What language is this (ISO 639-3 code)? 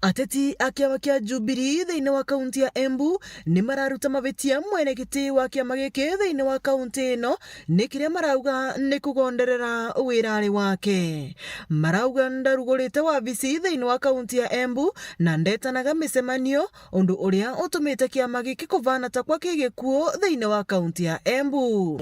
mer